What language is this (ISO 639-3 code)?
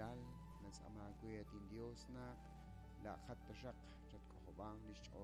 kek